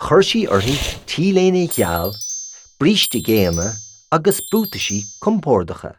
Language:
Irish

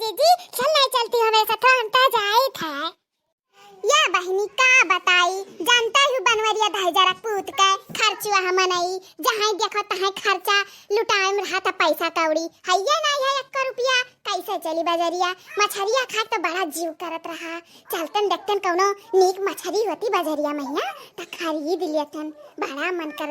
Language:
Awadhi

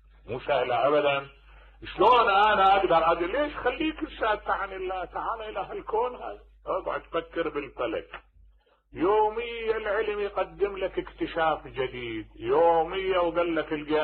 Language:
Mesopotamian Arabic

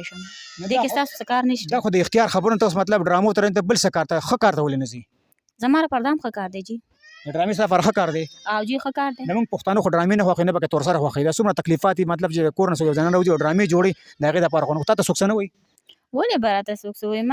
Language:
Pashto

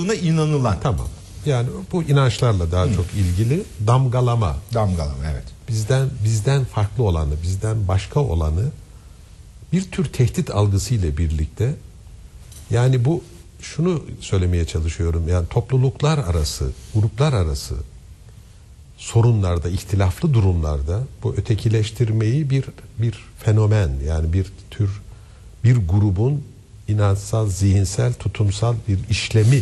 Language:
Turkish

